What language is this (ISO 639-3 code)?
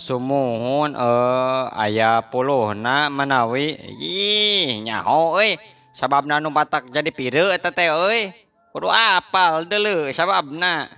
sun